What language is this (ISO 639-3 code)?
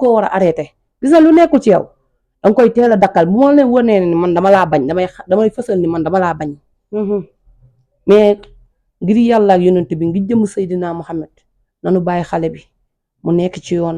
wol